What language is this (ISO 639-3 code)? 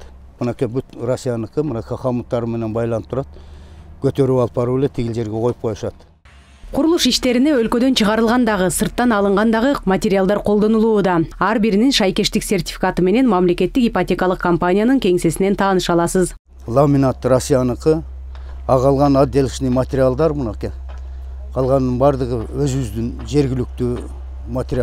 kir